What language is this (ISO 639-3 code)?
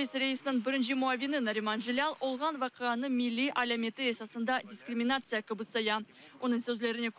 crh